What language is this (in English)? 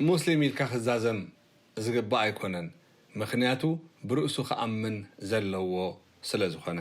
Tigrinya